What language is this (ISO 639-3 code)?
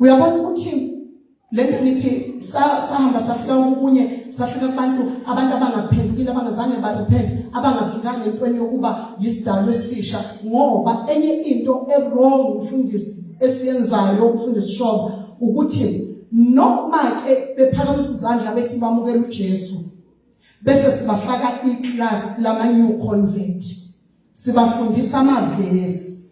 zul